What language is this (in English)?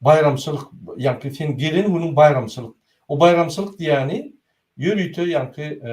Turkmen